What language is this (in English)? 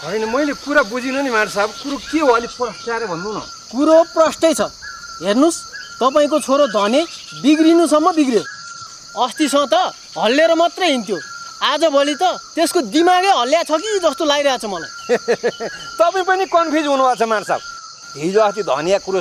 Nepali